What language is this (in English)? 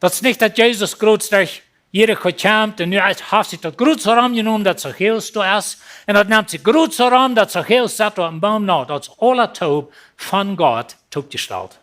Plautdietsch